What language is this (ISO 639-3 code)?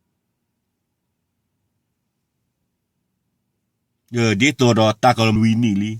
ksw